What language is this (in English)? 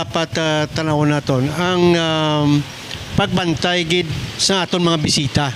Hiligaynon